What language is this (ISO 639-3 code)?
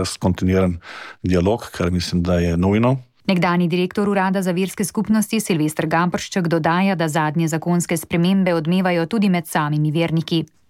slv